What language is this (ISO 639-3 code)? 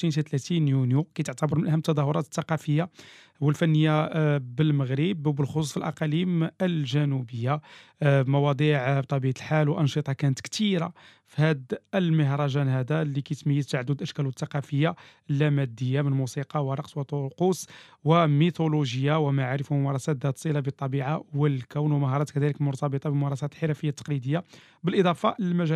ary